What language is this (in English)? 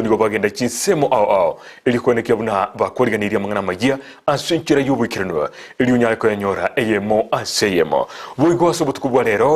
Gusii